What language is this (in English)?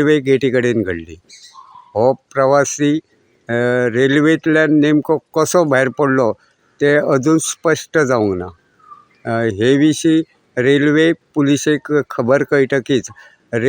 Konkani